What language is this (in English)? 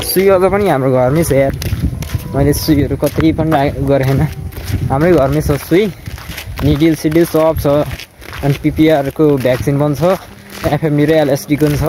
Nepali